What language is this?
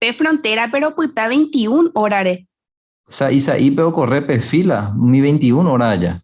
Guarani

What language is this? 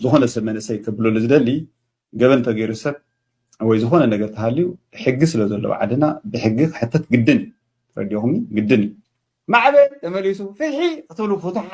Tigrinya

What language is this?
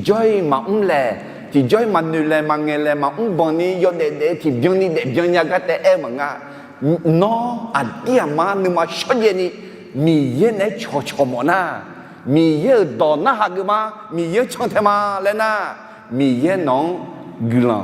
Akha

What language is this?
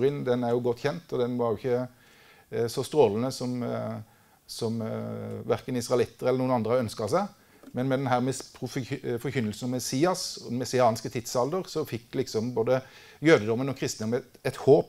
Norwegian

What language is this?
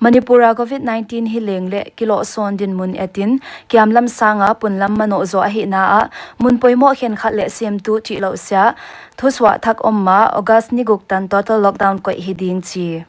Paite Chin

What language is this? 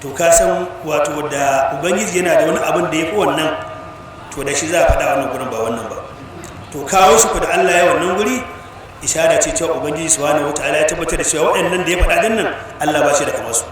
Hausa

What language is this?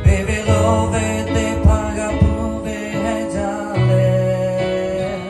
Lahu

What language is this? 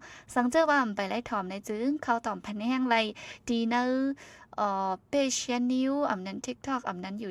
Shan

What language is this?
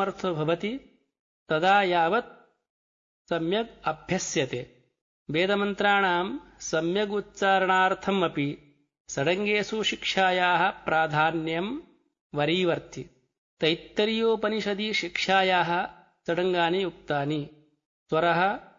Sanskrit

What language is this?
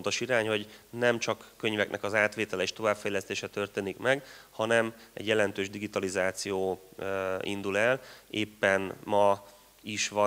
Hungarian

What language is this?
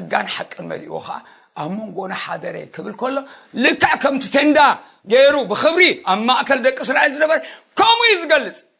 Tigrinya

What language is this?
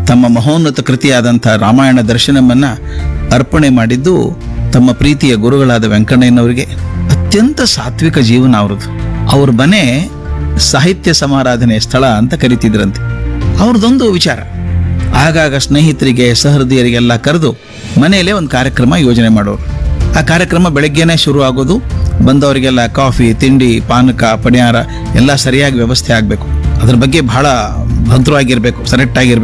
Kannada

